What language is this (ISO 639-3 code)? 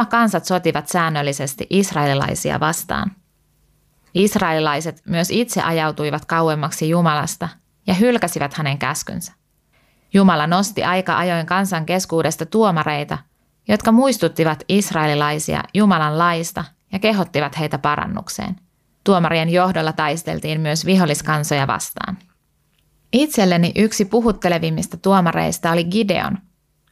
fin